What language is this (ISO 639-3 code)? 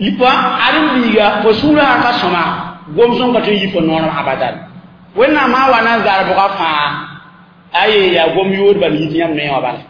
mos